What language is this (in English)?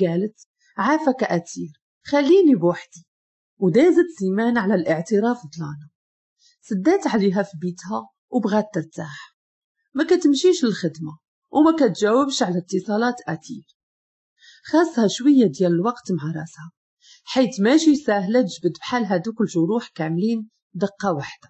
Moroccan Arabic